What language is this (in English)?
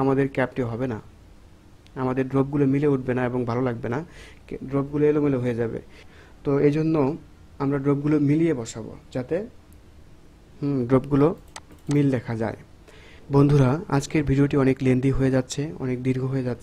Bangla